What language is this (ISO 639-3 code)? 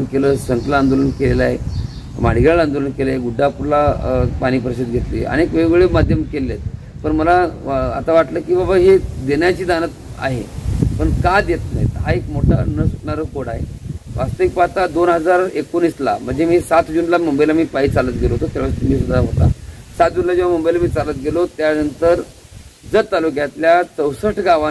mar